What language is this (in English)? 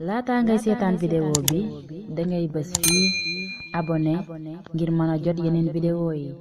Wolof